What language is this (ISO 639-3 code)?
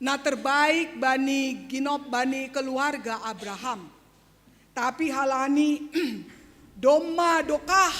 bts